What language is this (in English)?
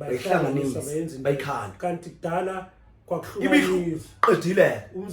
Zulu